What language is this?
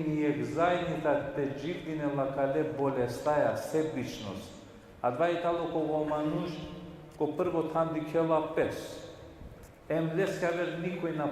Balkan Romani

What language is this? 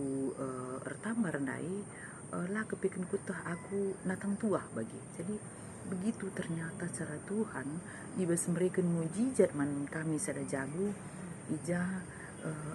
Batak Karo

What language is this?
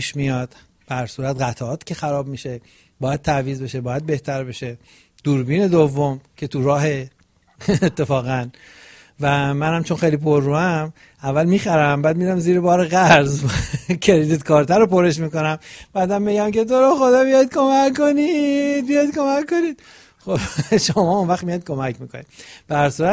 Persian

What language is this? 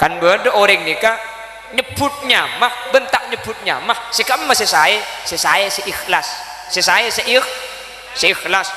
Madurese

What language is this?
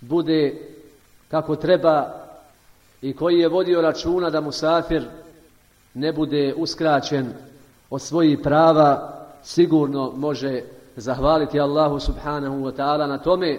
Bosnian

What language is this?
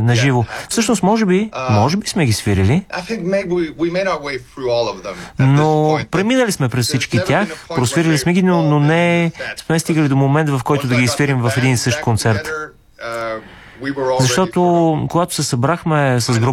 Bulgarian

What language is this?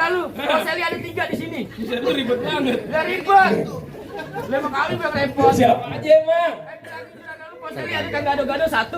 Betawi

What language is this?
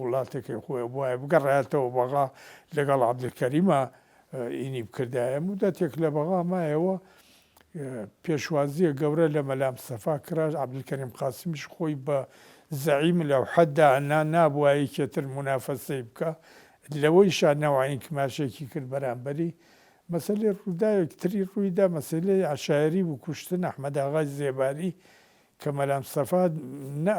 Central Kurdish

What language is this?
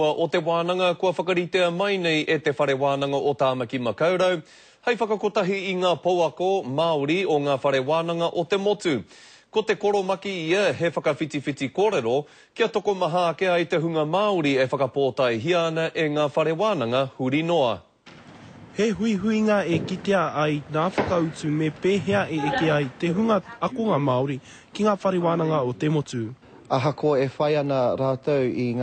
Māori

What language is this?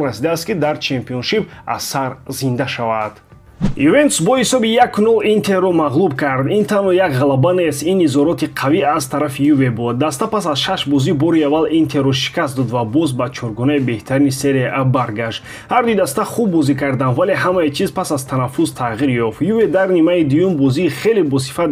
Tajik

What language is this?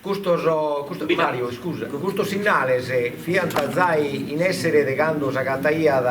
Sardinian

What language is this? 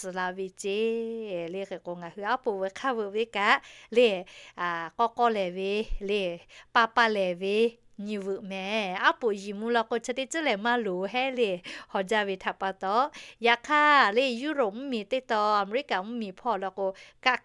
Lahu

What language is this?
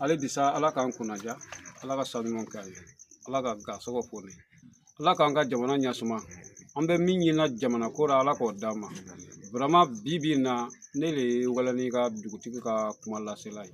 Bambara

